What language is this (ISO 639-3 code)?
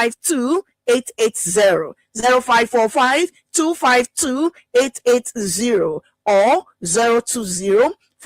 ewe